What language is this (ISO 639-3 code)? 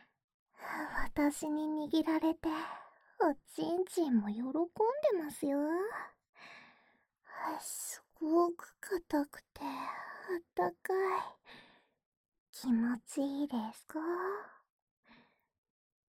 jpn